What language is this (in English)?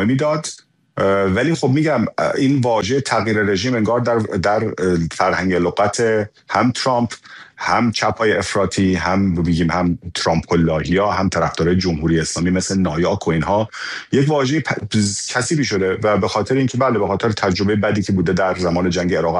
Persian